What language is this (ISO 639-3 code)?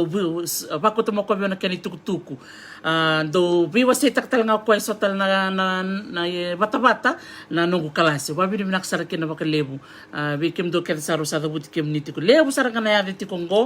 fij